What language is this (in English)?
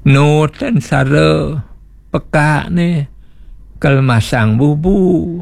Balinese